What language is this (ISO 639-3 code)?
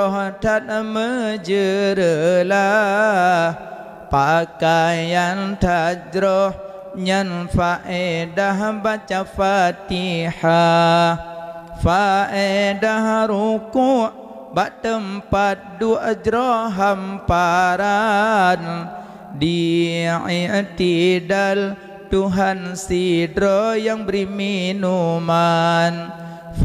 ace